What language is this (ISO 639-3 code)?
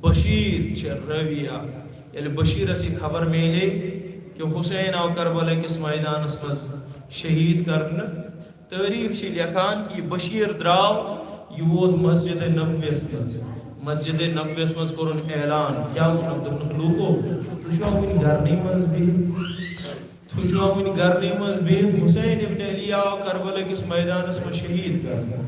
kas